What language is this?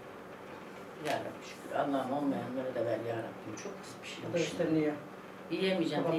Turkish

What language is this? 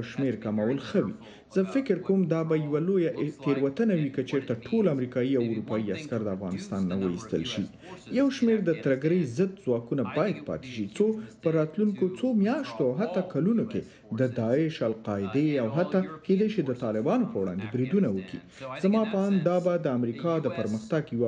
Pashto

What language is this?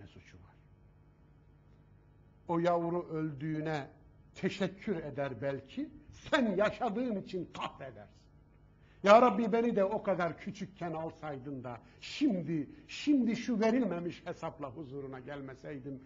Turkish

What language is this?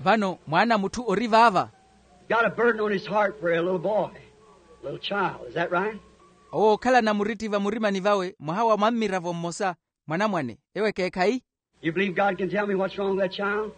Makhuwa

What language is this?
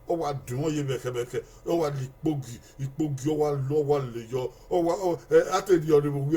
Bini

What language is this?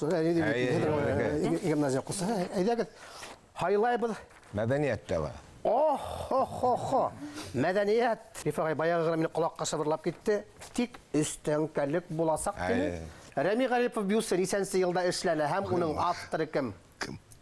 Bashkir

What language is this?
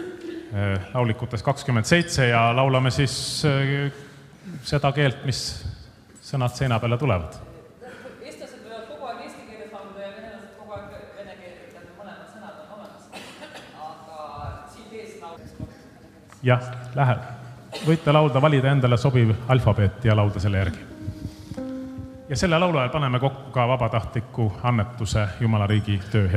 Estonian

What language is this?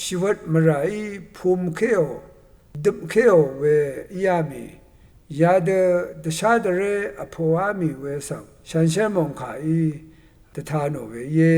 Rawang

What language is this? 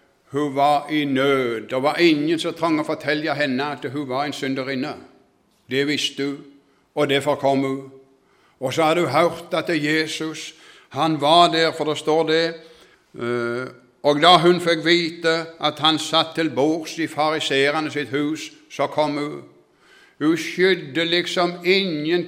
Norwegian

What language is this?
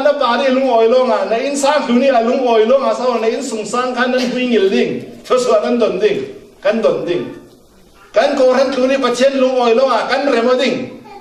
Falam Chin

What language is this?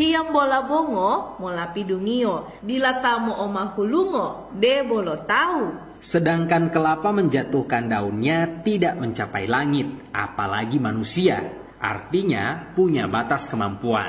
Gorontalo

